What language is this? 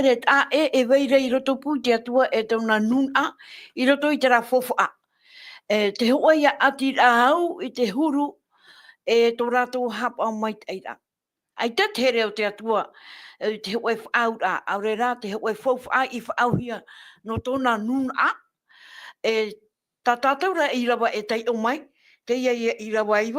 Tahitian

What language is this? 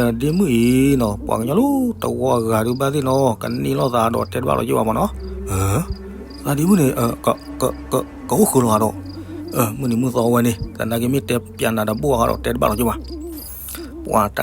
S'gaw Karen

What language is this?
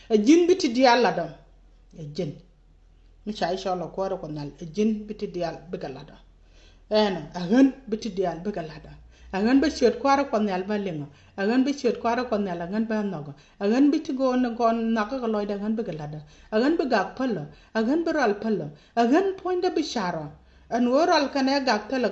Nuer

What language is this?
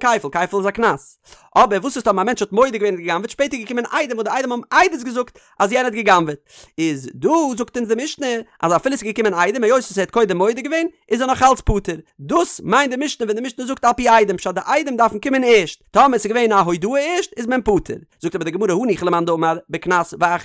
Yiddish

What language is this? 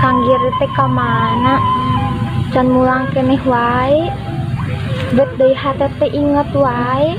Sundanese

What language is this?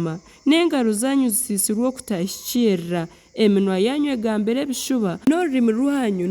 Nyankole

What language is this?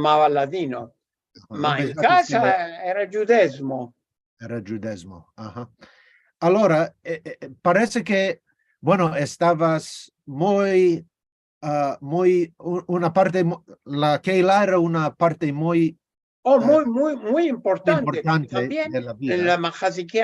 Ladino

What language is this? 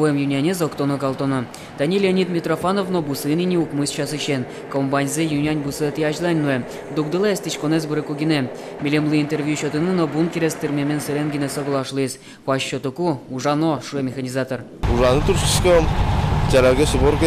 Udmurt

